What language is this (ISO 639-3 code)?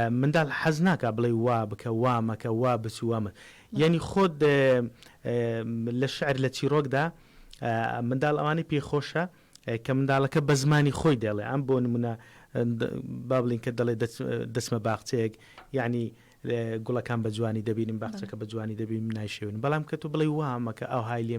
ckb